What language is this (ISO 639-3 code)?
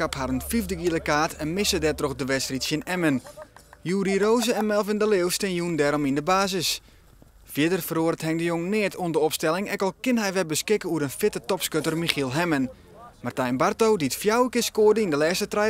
fry